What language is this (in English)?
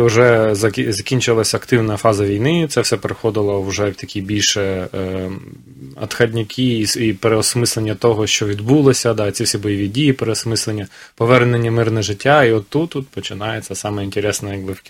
Ukrainian